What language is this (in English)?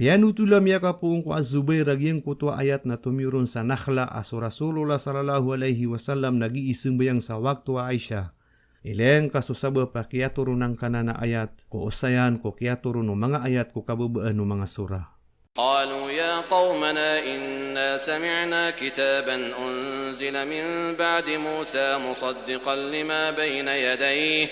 Maranao